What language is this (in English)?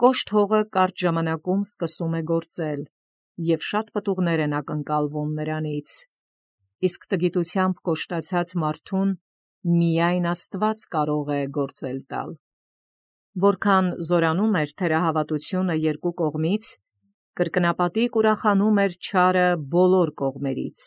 Armenian